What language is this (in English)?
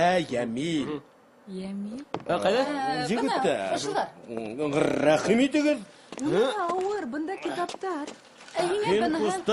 Bashkir